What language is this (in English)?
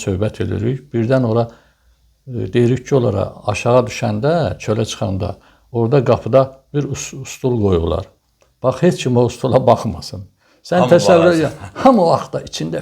Azerbaijani